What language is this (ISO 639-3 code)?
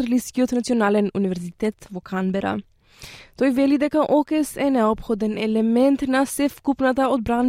mkd